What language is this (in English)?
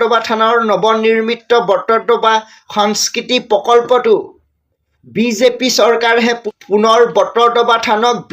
Assamese